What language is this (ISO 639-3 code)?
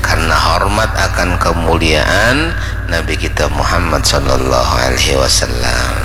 bjn